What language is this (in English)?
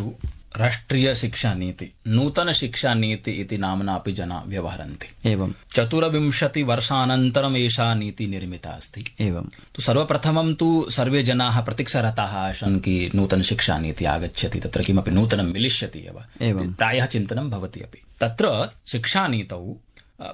Sanskrit